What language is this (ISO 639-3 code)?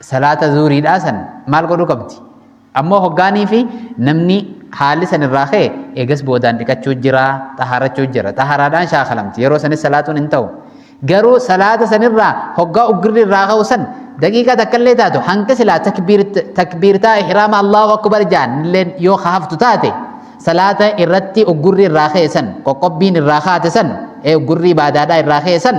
orm